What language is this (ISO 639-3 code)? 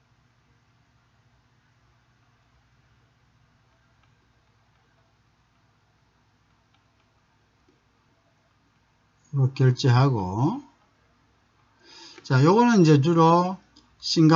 kor